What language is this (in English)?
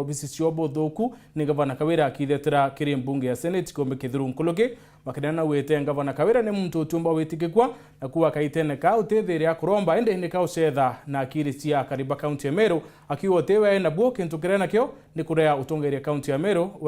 Meru